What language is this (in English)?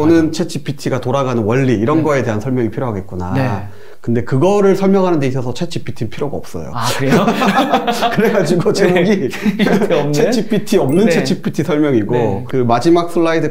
Korean